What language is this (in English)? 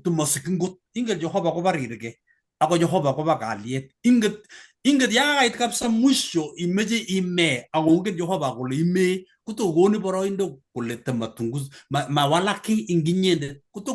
Kalenjin